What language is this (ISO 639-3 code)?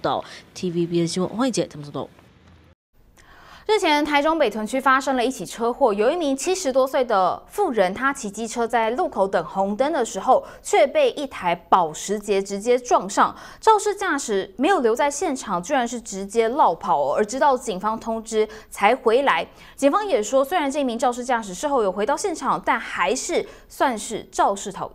zho